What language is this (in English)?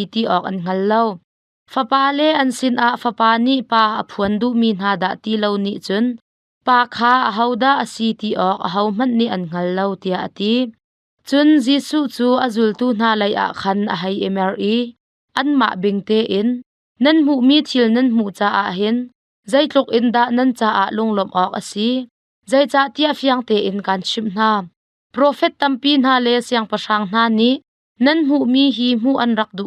Hakha Chin